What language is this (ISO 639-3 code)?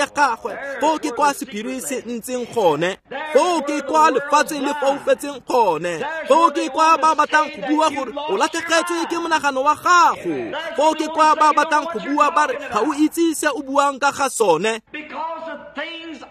tsn